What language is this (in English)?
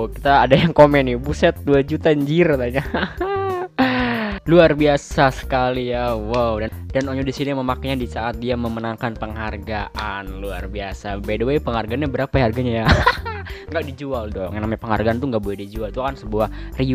Indonesian